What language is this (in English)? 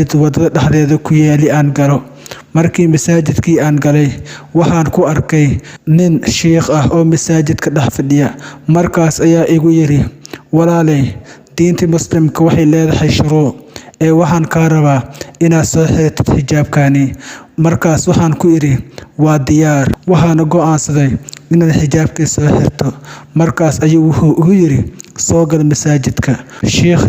Somali